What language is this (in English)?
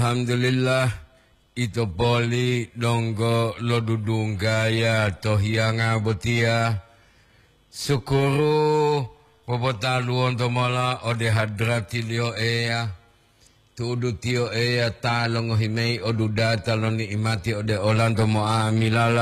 Gorontalo